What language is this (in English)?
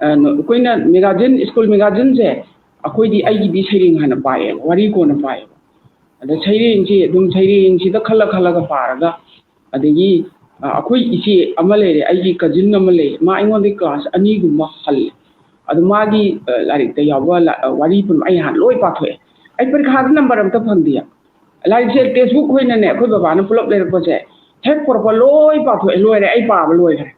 Manipuri